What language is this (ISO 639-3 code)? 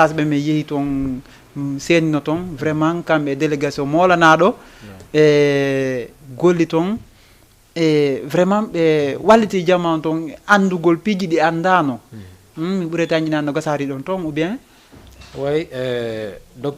ful